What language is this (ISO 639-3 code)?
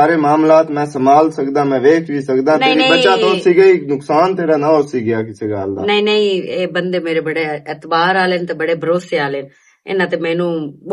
lah